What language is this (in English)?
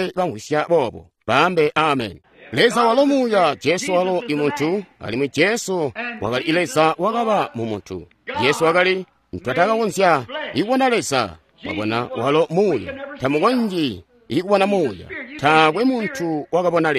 Tonga (Zambia)